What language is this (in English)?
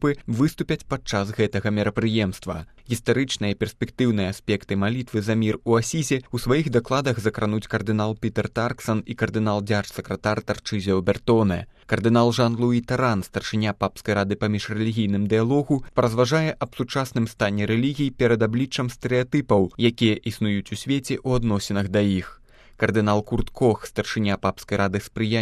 Belarusian